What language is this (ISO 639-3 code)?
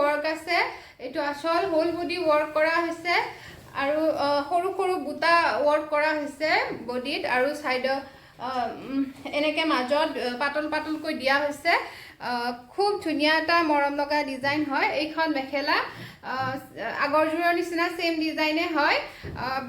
asm